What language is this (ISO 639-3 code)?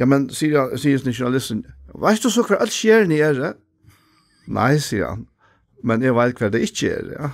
fao